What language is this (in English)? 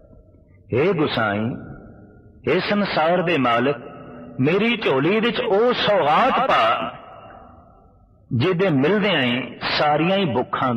Punjabi